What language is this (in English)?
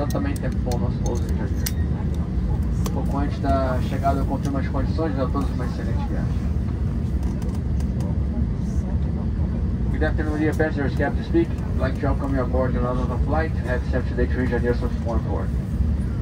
Portuguese